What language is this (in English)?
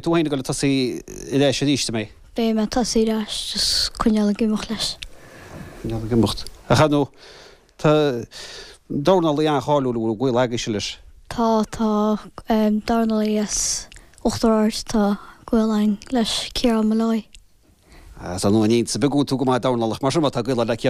Irish